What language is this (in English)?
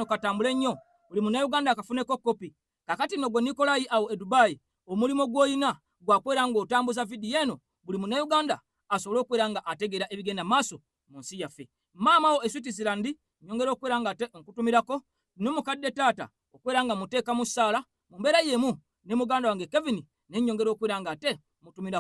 Ganda